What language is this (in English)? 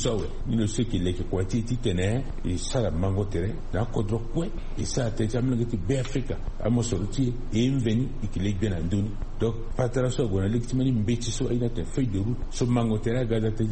Sango